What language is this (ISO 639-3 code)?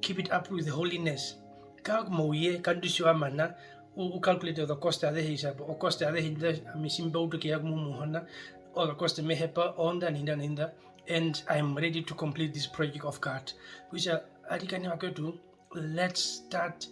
her